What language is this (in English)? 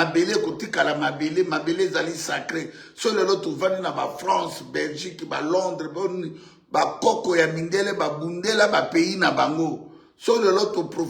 Lingala